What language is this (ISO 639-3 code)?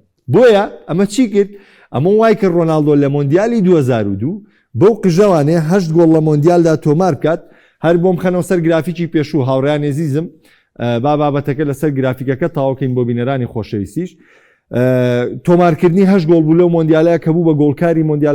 ckb